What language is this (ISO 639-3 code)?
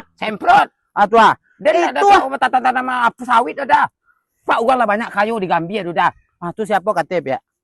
min